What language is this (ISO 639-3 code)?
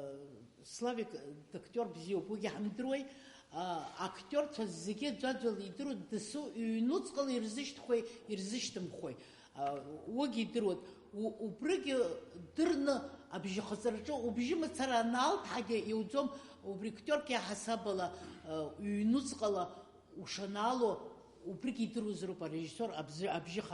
abk